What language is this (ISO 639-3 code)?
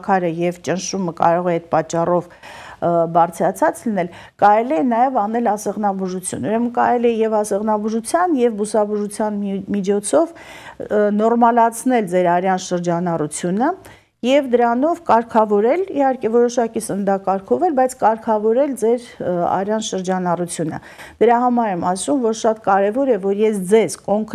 hye